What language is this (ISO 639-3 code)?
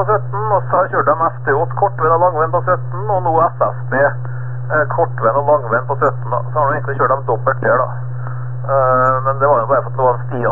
nor